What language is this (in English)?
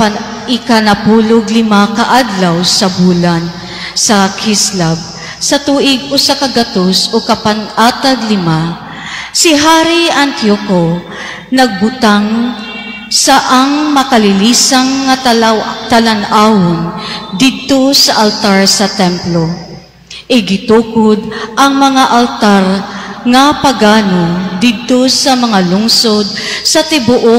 Cebuano